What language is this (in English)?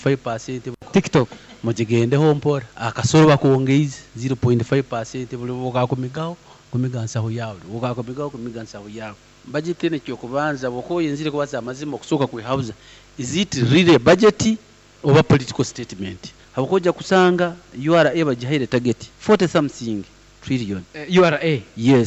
Nyoro